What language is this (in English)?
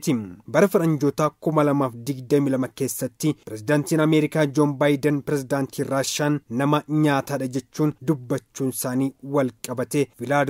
Oromo